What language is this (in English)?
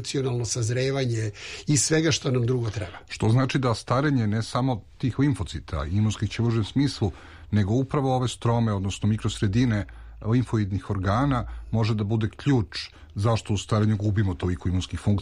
Serbian